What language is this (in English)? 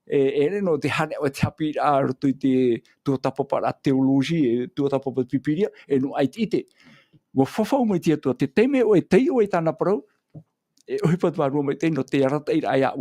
Tahitian